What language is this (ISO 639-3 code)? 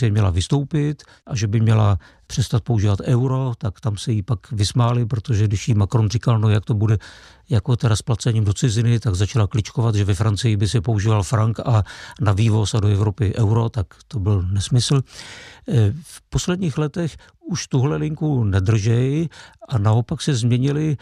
ces